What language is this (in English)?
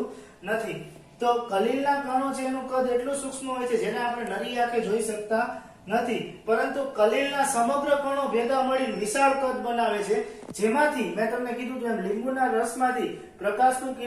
Gujarati